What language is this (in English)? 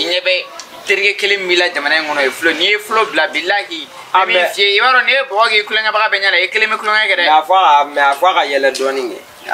Bambara